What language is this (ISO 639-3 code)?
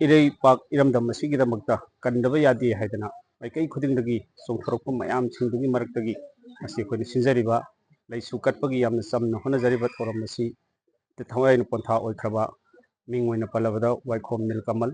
mni